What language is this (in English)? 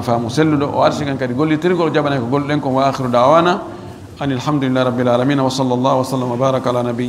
Fula